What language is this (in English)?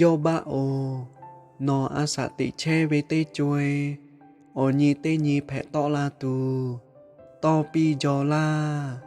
Lahu